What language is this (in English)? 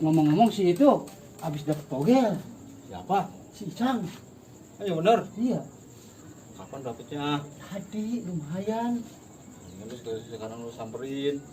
Betawi